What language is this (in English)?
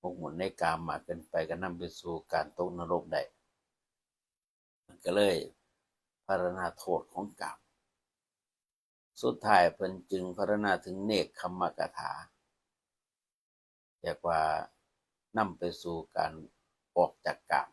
Lao